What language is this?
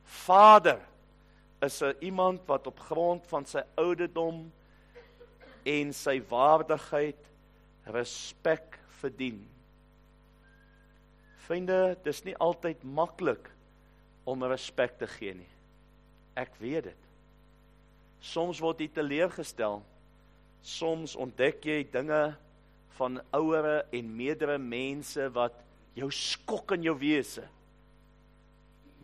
Afrikaans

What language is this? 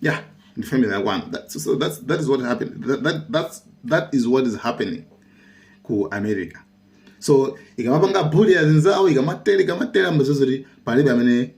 Nyanja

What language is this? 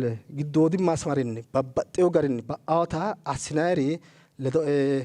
Sidamo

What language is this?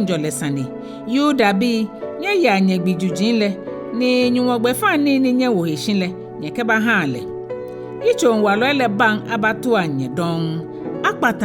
Ga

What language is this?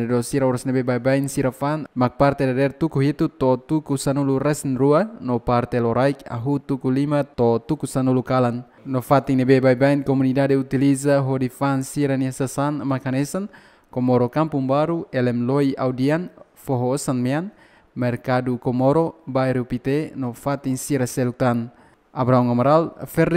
Tetum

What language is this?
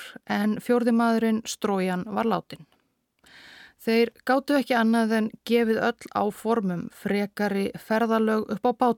Icelandic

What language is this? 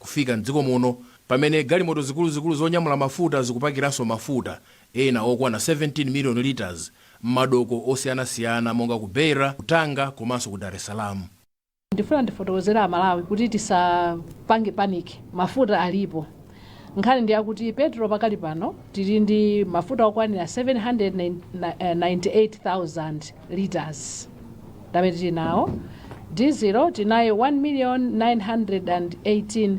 Nyanja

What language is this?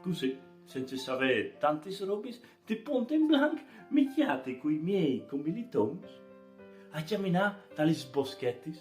Friulian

